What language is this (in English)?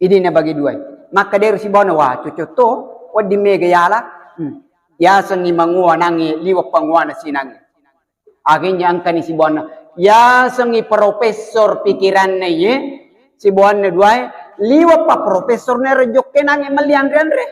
Buginese